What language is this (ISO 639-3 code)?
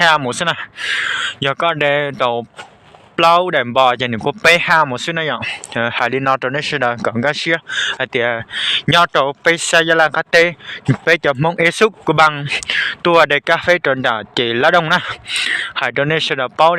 hmn